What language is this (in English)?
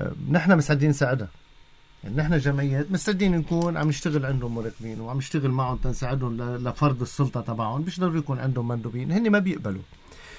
North Levantine Arabic